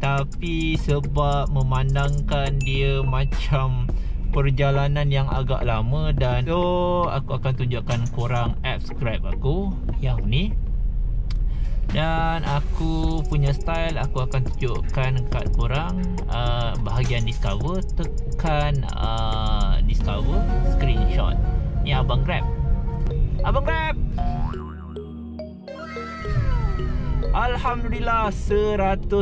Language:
Malay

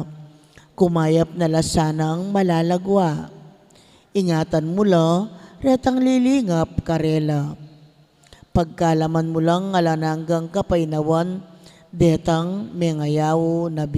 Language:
Pampanga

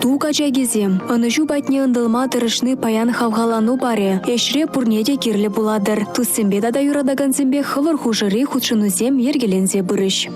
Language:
Chuvash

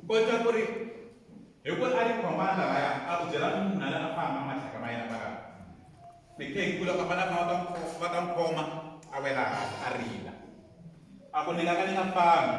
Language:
Tsonga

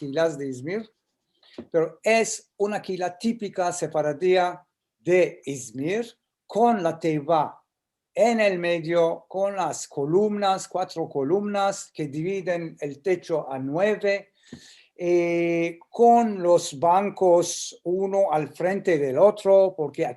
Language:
Ladino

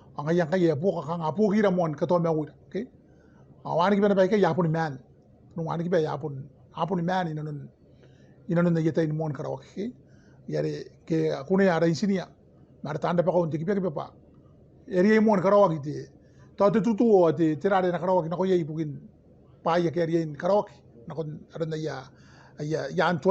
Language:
Gilbertese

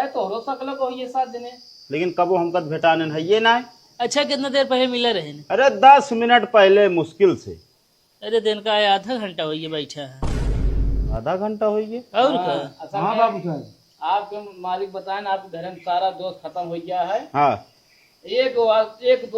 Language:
Awadhi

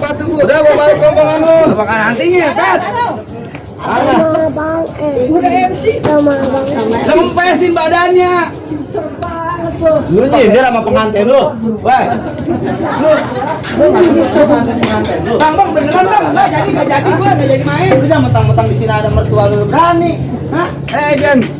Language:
Betawi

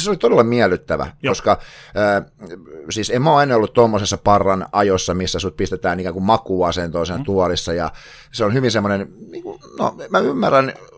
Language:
Finnish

